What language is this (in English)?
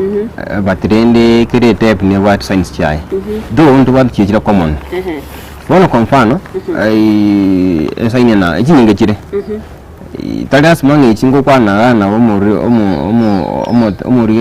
Gusii